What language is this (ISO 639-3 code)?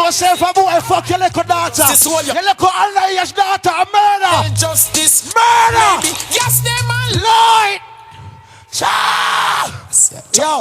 jam